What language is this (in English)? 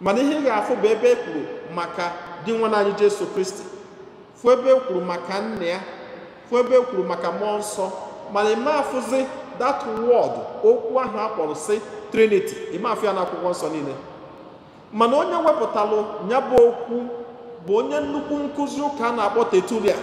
Igbo